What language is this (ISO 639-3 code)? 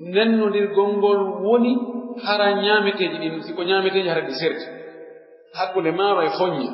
fuf